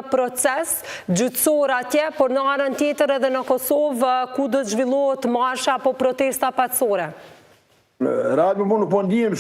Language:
Albanian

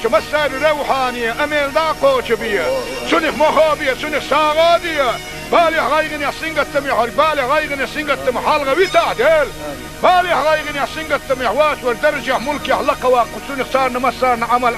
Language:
Chechen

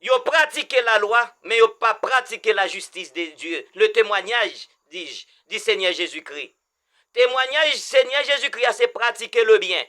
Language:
Haitian Creole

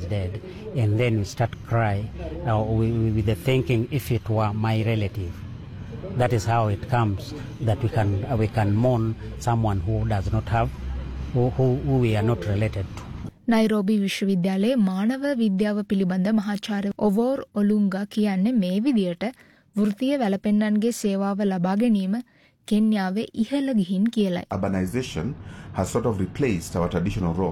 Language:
Sinhala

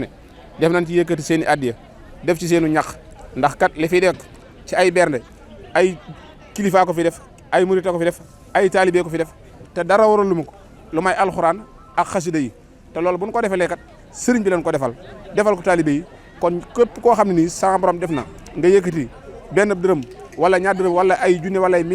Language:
Wolof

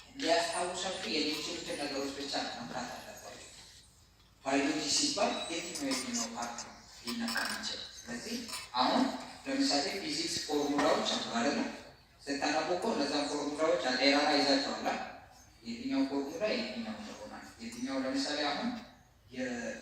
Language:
Amharic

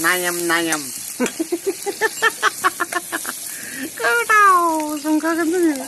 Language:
Bodo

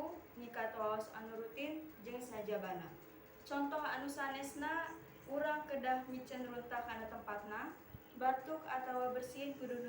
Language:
Sundanese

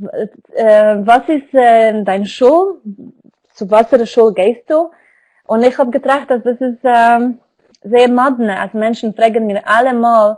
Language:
Yiddish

